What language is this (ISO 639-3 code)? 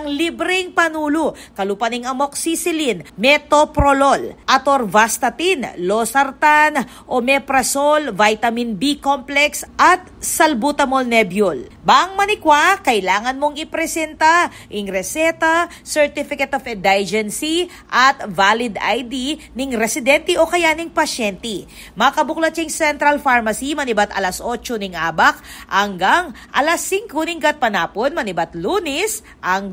pam